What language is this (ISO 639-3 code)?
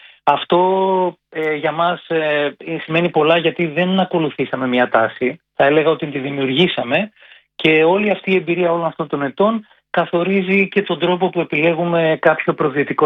ell